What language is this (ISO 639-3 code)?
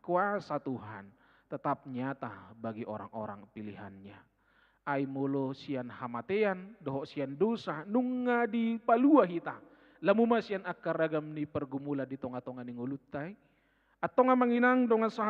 bbc